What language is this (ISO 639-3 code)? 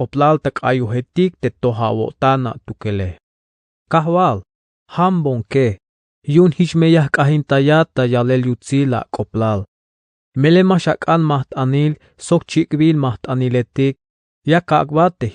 tzh